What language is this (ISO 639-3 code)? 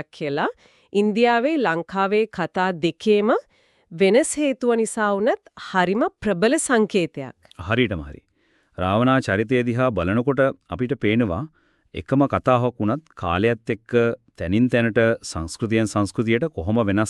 sin